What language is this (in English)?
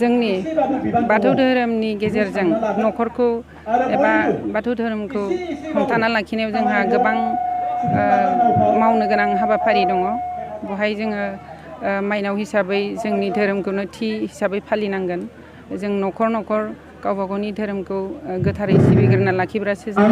Bodo